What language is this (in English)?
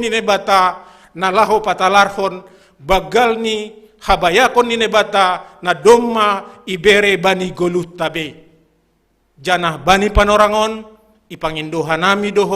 Batak Simalungun